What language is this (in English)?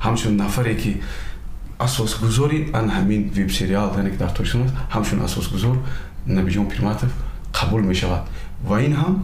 Tajik